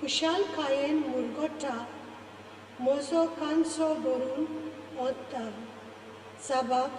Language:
Konkani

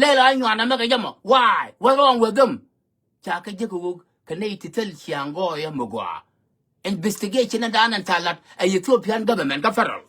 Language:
Nuer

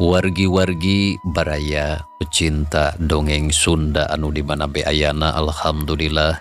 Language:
Sundanese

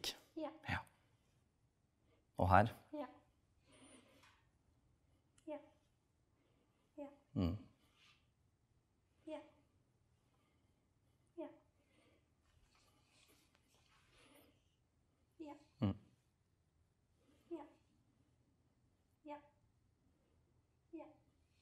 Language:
Norwegian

